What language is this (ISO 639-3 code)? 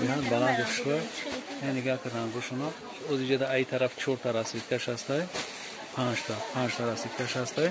tgk